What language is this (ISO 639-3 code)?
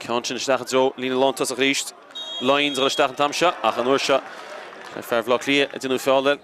gle